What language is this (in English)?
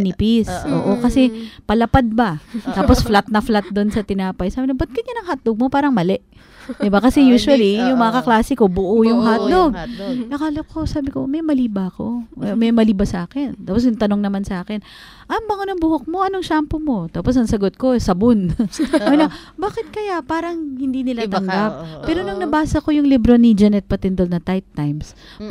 Filipino